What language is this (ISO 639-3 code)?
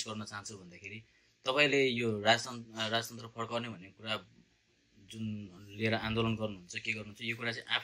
nep